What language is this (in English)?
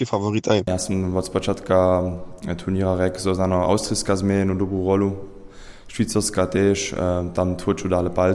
Upper Sorbian